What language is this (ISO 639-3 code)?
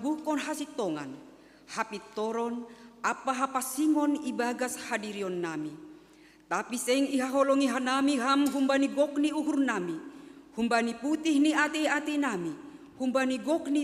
bts